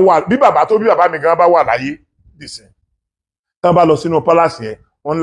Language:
Yoruba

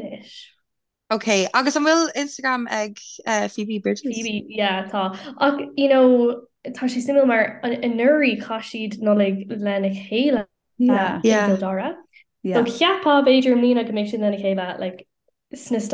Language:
Irish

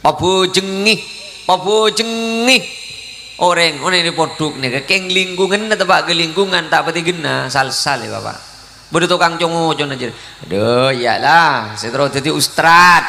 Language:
Madurese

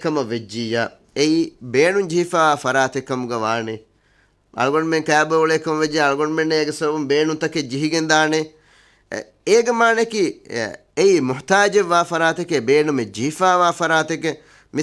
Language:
Divehi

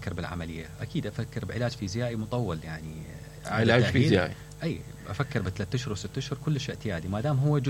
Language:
Mesopotamian Arabic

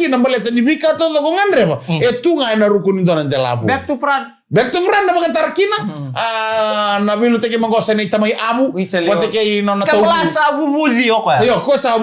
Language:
Fijian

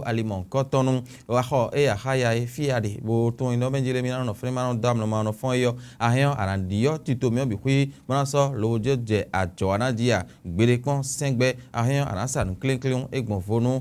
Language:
Fon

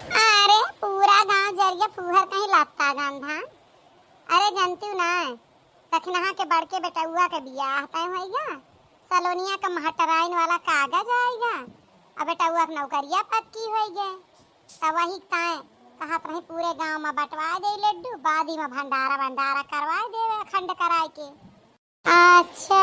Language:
Awadhi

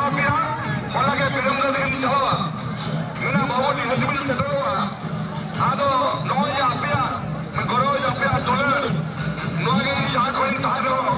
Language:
Santali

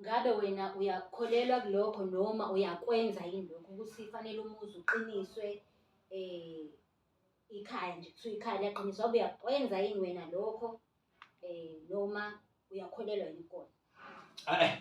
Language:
Zulu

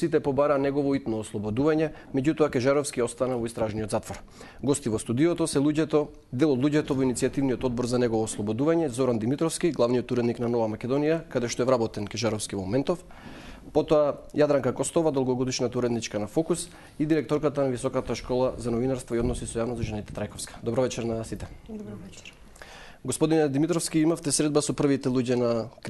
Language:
Macedonian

